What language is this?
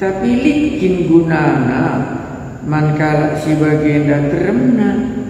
Batak Karo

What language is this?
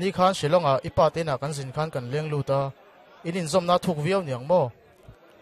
Mizo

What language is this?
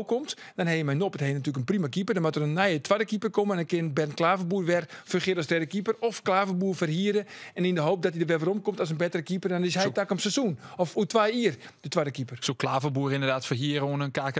Western Frisian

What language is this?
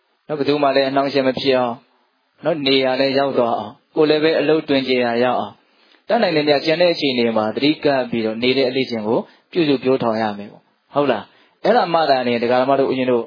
Burmese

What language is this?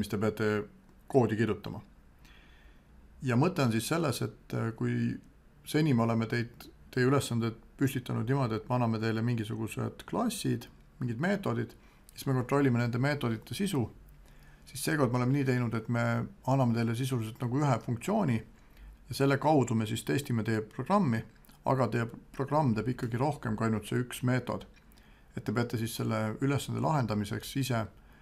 Estonian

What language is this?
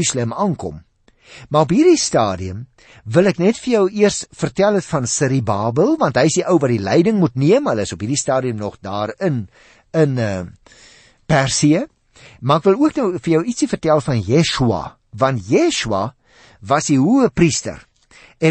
Afrikaans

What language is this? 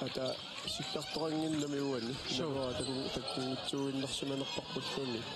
Kalaallisut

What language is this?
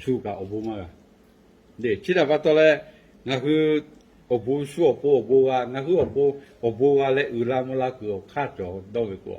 Lahu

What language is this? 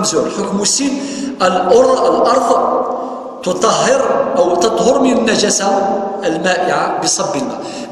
Kabyle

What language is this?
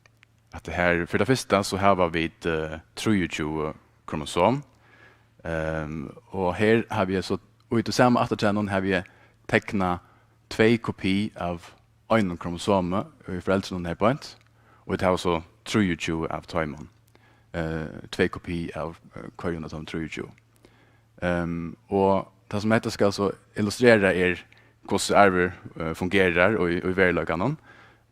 Faroese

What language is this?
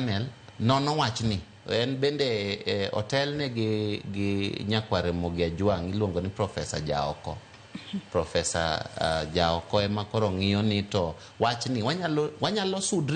Luo (Kenya and Tanzania)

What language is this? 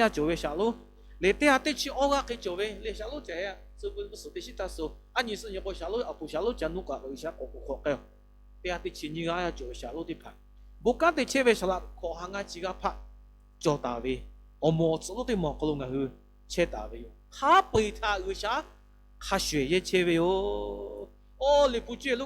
Lahu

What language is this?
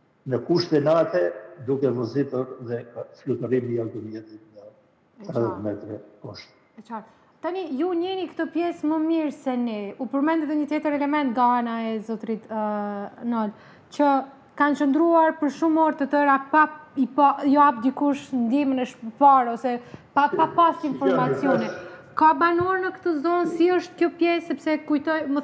Albanian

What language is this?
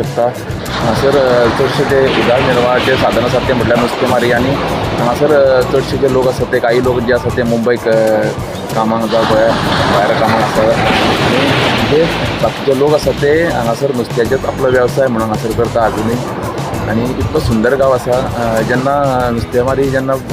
Konkani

